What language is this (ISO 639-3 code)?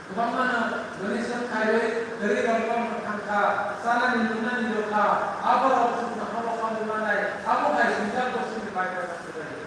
trp